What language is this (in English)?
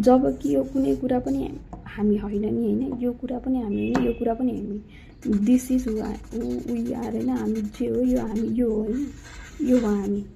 Nepali